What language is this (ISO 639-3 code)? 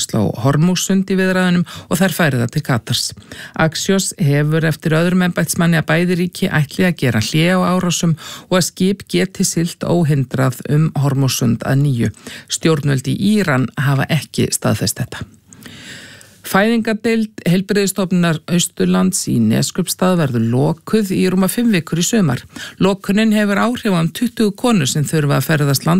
isl